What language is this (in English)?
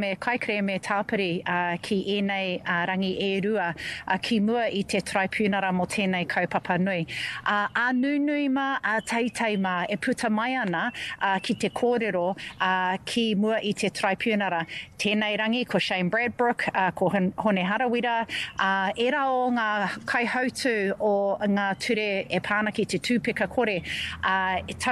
Māori